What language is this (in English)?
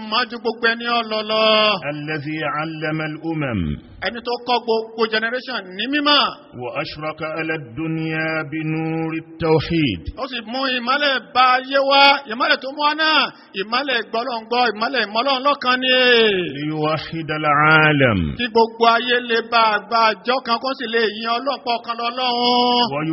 Yoruba